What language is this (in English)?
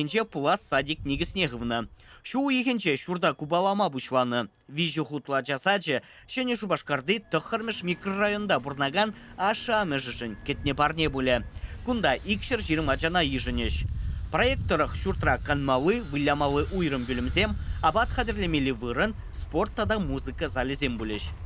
Chuvash